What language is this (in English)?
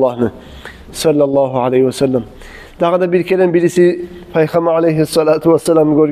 Kumyk